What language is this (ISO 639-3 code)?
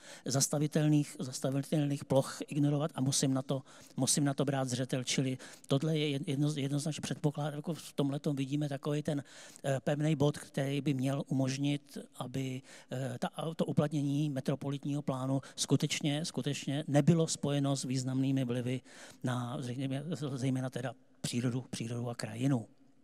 ces